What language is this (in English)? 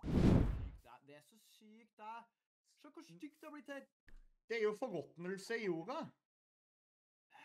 Norwegian